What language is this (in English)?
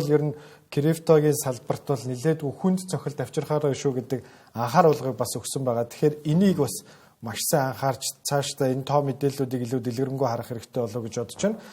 Mongolian